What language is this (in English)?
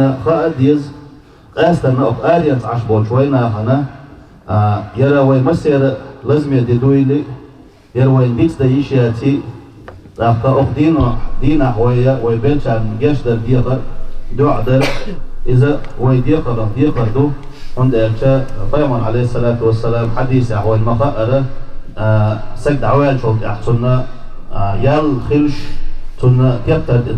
Chechen